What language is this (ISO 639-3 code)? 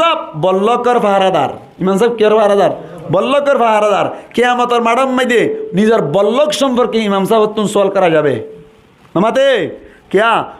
rhg